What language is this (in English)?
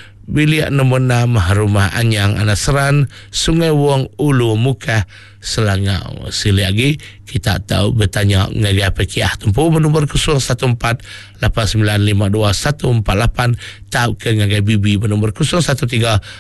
Iban